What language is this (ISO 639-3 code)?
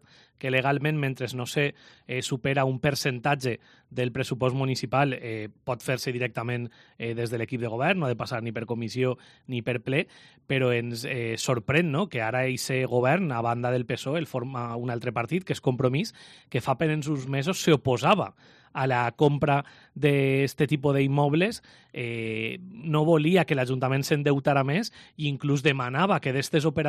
cat